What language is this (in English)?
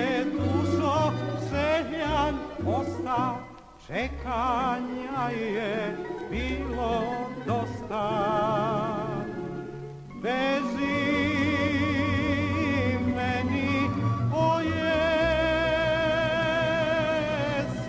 Serbian